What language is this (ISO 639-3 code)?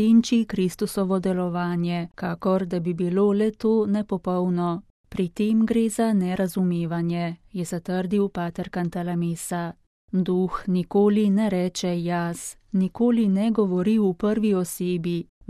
slv